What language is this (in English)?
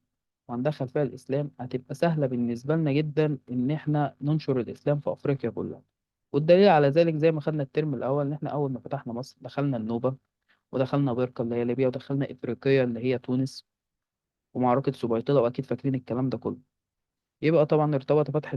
Egyptian Arabic